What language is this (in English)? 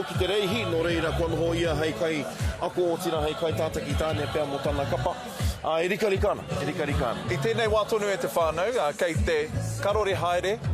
Māori